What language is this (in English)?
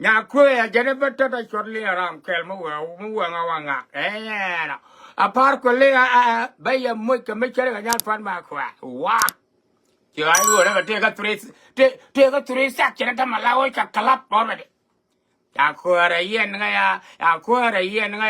Nuer